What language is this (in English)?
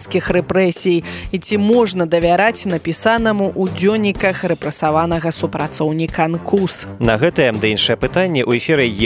Belarusian